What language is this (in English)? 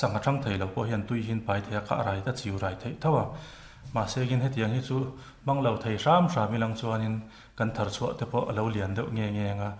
Mizo